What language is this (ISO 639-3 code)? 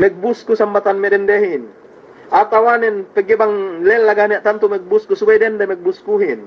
yka